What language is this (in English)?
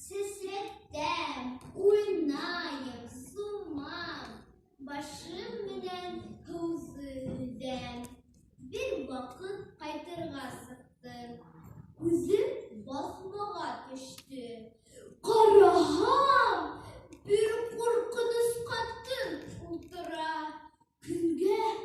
Bashkir